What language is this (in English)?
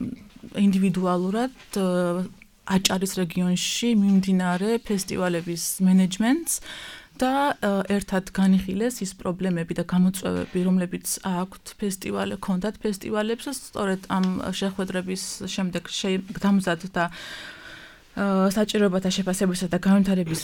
Georgian